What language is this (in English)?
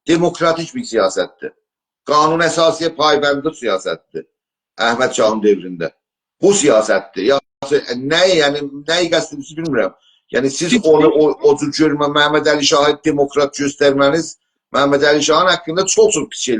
South Azerbaijani